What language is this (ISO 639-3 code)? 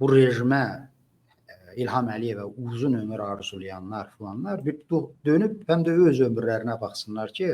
aze